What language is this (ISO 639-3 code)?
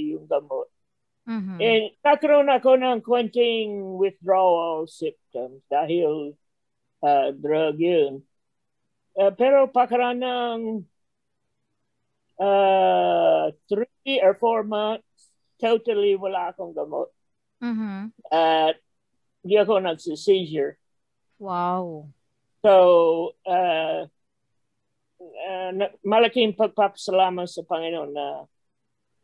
fil